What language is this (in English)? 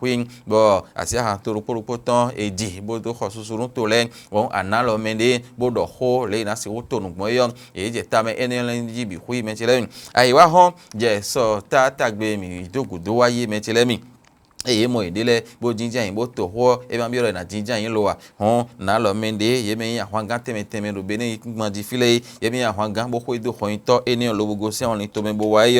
Fon